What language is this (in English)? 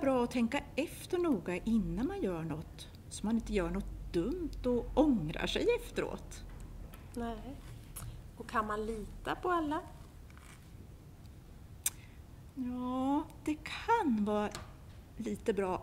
Swedish